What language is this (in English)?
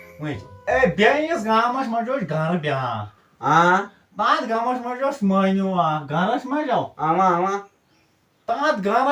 Kashmiri